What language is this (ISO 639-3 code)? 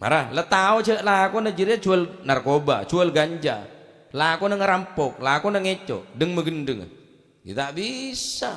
mad